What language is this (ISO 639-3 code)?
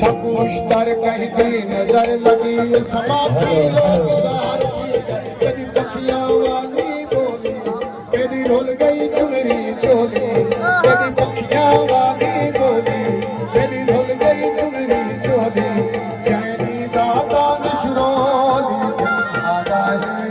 skr